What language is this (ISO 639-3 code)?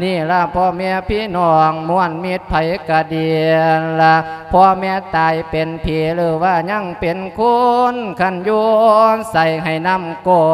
lao